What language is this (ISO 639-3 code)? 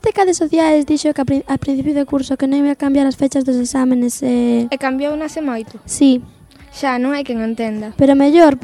glg